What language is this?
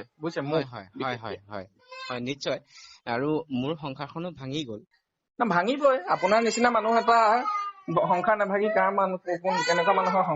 Assamese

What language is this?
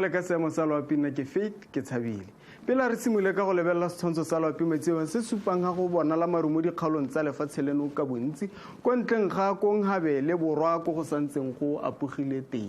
Tswana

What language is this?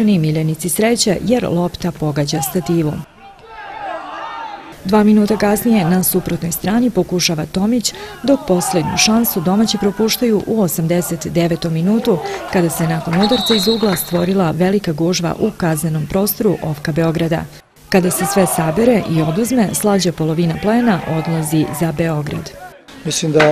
Serbian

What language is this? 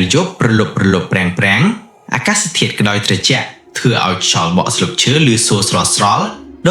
Khmer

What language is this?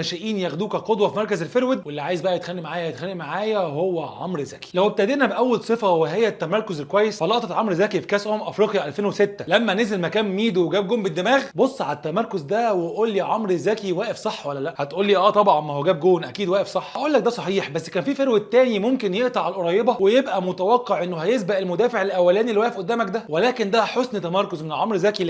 Egyptian Arabic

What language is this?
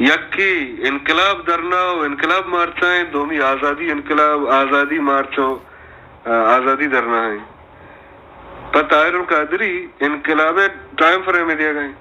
Baluchi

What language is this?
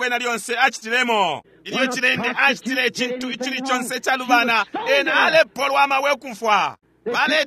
Bemba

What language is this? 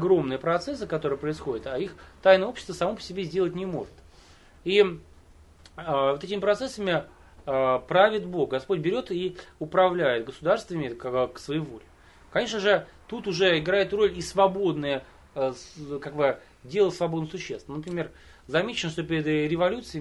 Russian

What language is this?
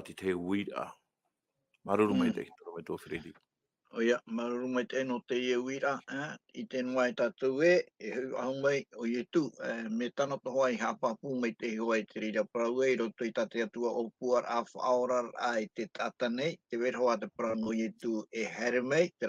Tahitian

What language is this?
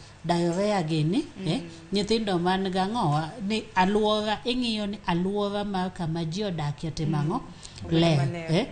Luo (Kenya and Tanzania)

